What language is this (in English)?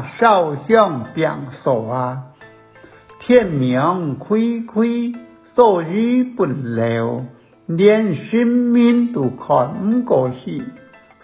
Hakka Chinese